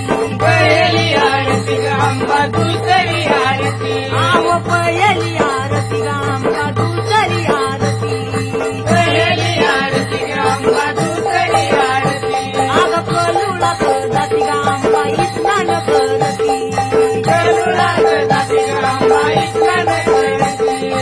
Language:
Marathi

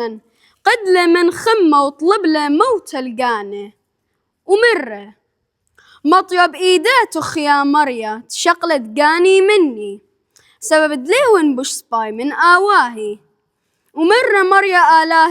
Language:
Assyrian Neo-Aramaic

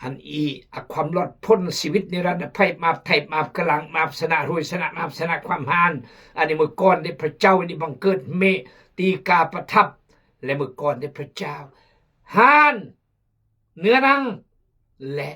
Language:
Khmu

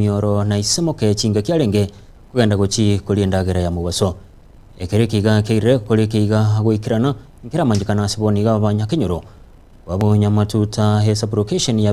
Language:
Gusii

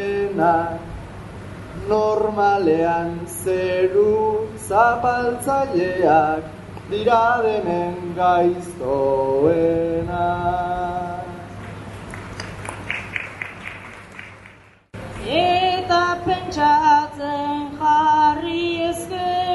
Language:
Basque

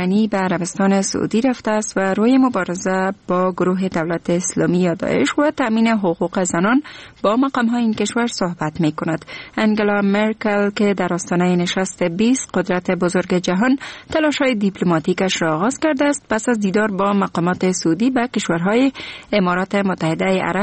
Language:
Persian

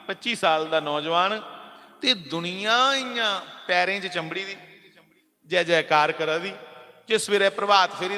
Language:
Dogri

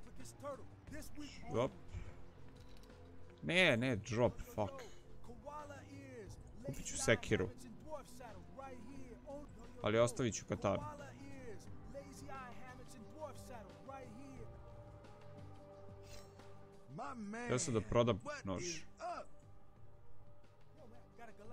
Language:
Croatian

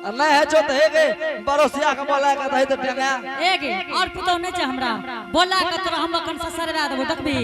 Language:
Angika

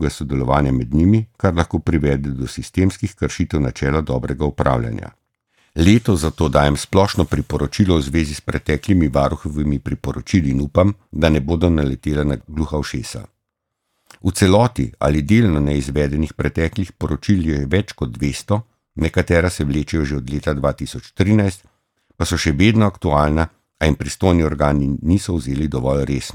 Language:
Slovenian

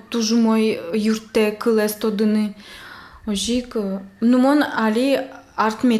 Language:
Udmurt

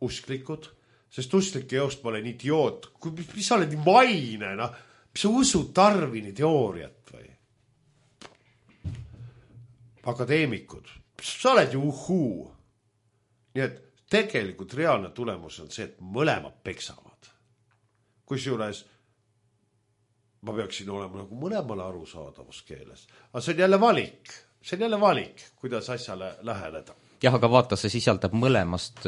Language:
Estonian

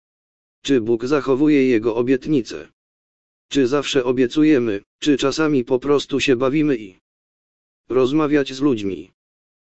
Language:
Polish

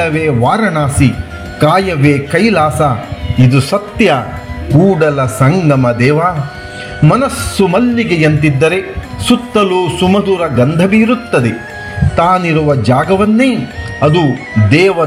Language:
Kannada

